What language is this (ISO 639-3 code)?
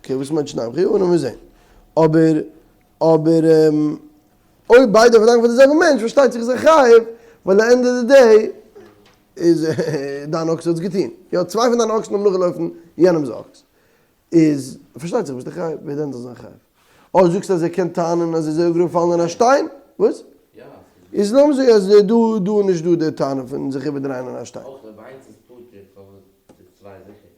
yid